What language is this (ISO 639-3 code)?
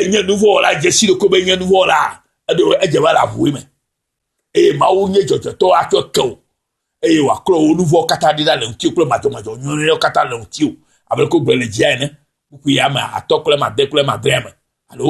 ewe